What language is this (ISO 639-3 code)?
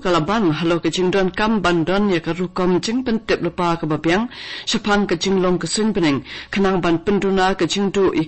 kha